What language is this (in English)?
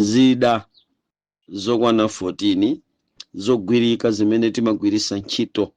Nyanja